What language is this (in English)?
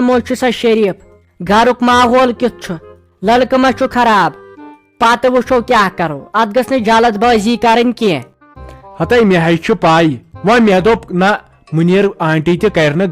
Kashmiri